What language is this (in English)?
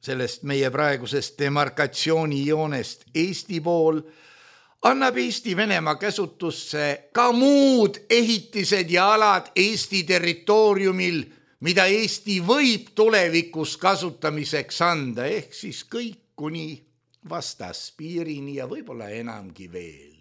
Estonian